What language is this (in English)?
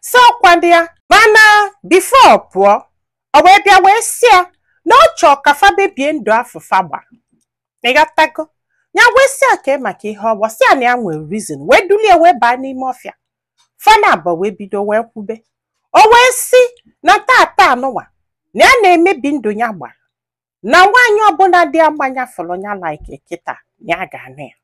Igbo